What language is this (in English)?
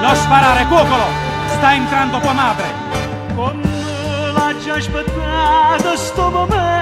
Neapolitan